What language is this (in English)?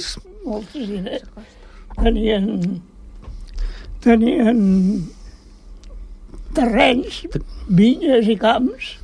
Catalan